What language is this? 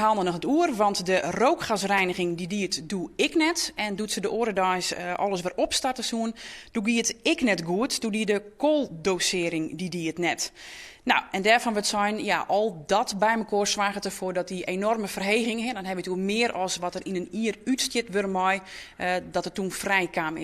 Western Frisian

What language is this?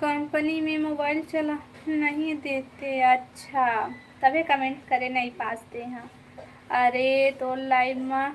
Chhattisgarhi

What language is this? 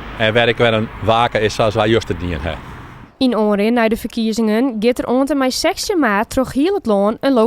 Western Frisian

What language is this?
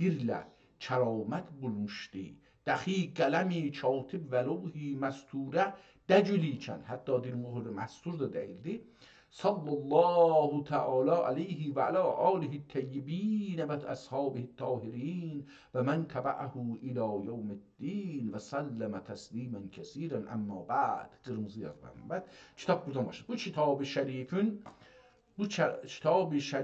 South Azerbaijani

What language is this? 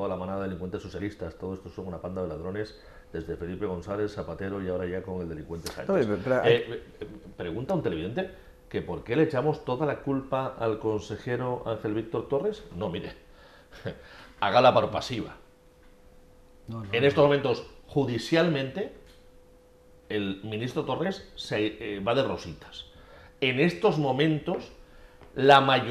Spanish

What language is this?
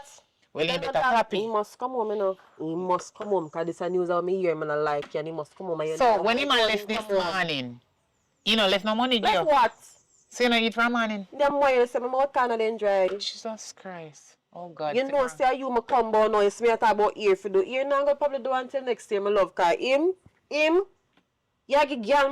Jamaican Creole English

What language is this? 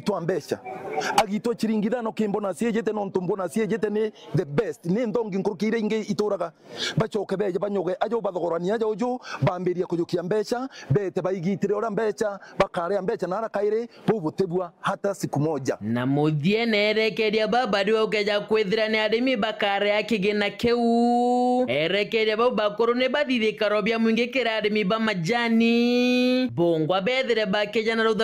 Meru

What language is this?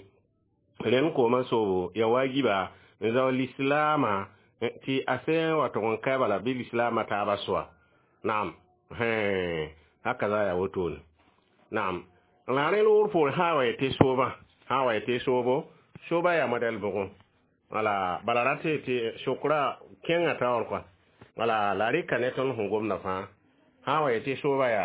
Mossi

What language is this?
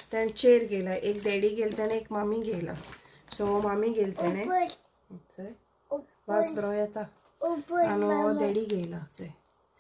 Konkani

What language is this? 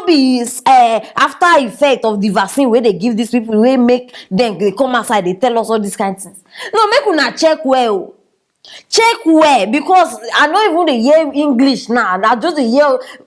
Nigerian Pidgin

